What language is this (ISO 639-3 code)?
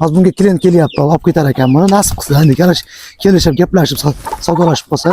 uzb